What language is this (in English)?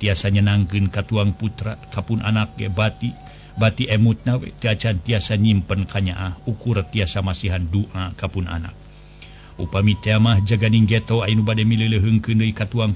Sundanese